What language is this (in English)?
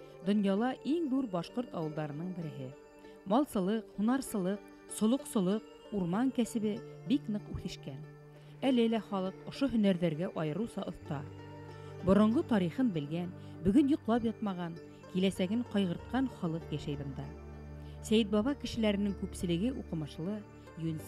Bashkir